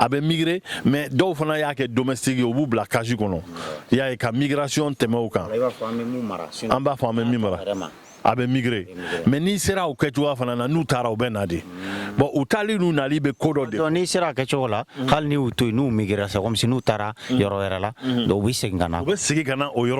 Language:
Bambara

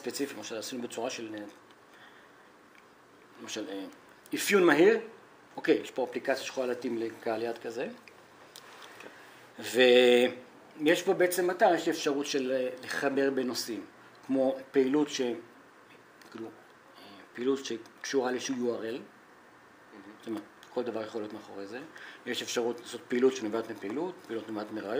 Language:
Hebrew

